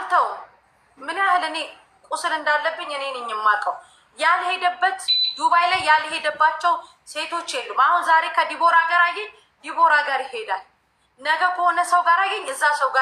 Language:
Amharic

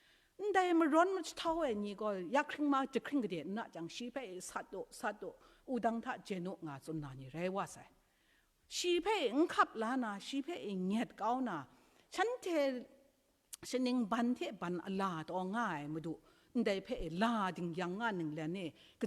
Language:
Kachin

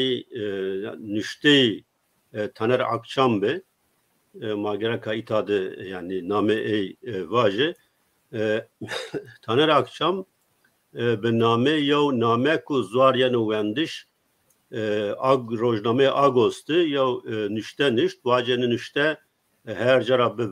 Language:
Zaza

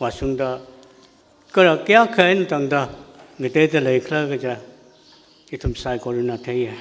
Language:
Tangkhul Naga (India)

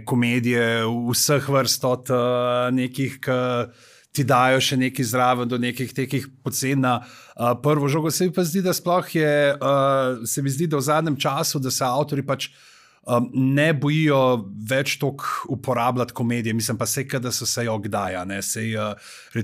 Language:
Slovenian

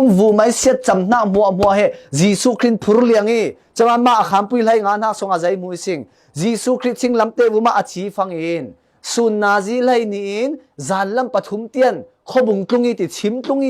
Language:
Falam Chin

